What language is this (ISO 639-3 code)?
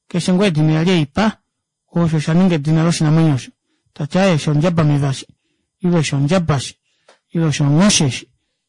kua